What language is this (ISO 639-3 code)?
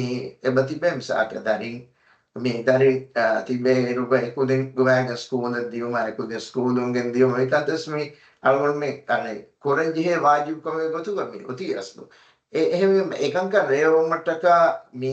div